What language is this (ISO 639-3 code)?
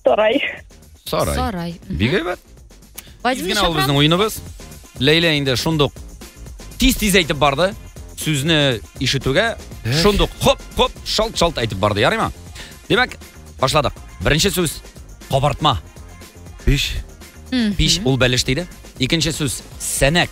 tat